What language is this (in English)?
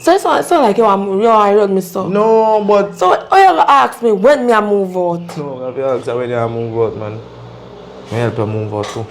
Jamaican Creole English